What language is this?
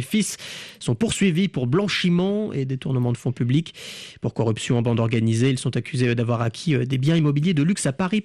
French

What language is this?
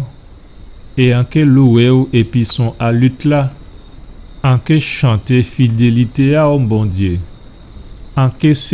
Guadeloupean Creole French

